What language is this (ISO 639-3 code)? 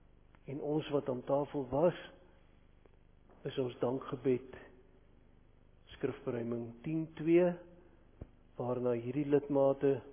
afr